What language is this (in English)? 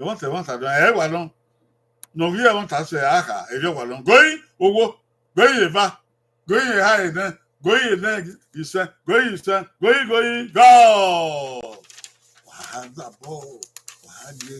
Bini